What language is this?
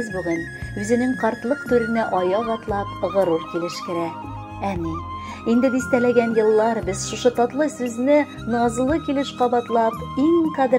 Tatar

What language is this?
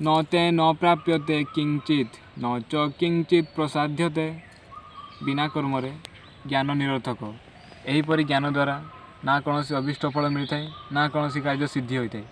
Odia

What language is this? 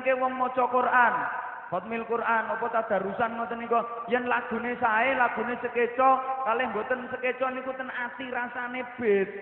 Javanese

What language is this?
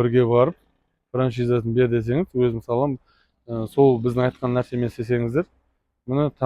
Kazakh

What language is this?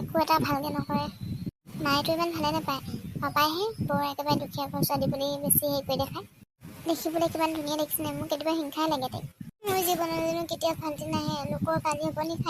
Assamese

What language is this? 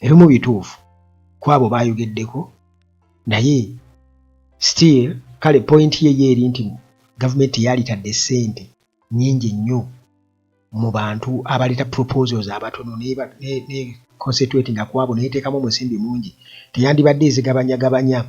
Ganda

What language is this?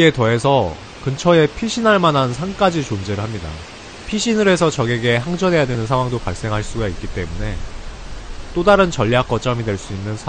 Korean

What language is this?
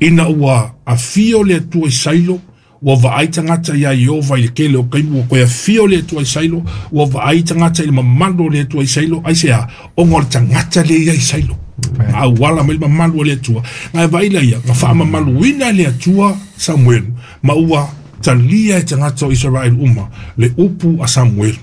Samoan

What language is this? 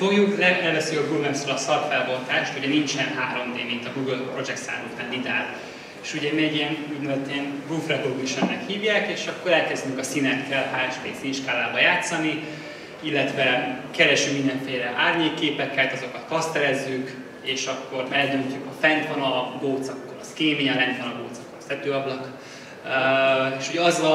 Hungarian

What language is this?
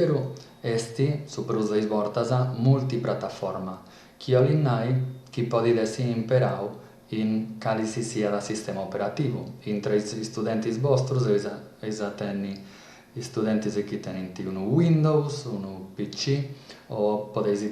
Sardinian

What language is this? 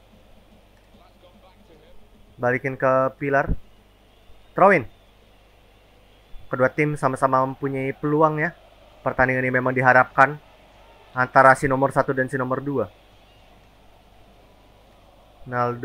Indonesian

